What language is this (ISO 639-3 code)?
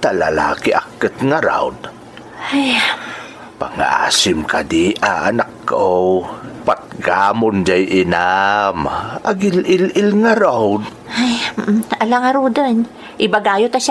ilo